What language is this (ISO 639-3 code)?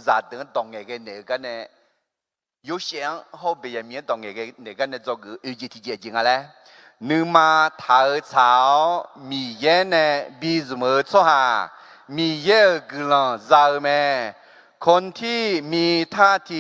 ahk